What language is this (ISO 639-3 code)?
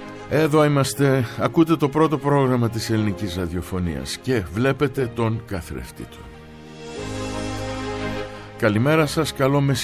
ell